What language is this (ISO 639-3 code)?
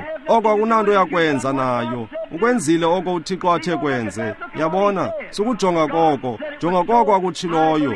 xho